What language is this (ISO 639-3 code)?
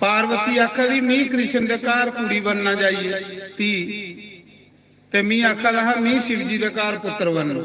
doi